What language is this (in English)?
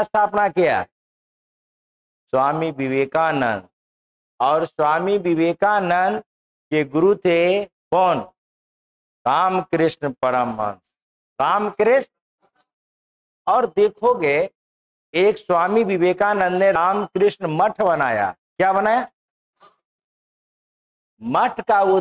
Hindi